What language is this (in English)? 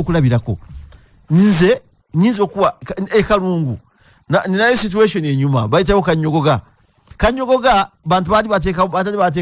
Ganda